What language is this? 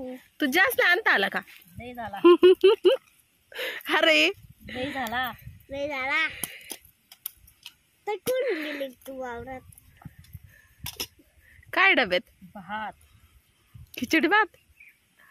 Marathi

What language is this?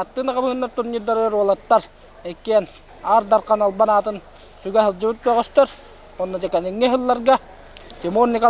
Yakut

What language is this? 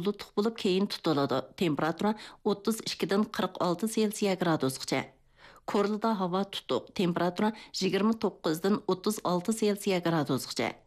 Uyghur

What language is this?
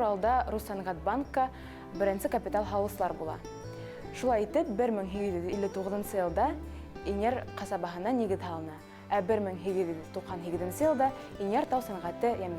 Bashkir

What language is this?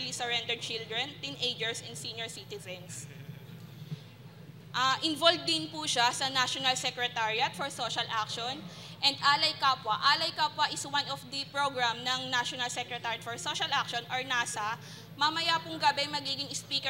Filipino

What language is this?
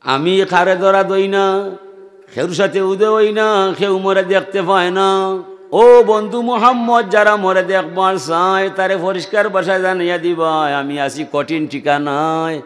Sylheti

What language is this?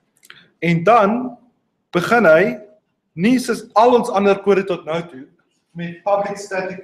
Afrikaans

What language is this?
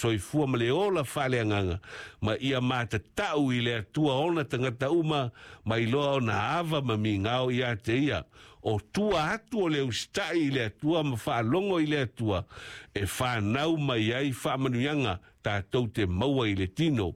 Samoan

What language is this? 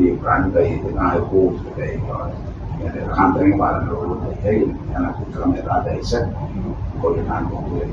Gilbertese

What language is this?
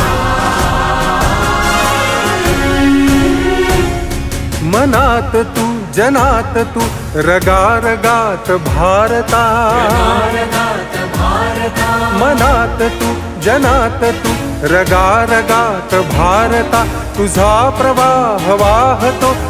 Marathi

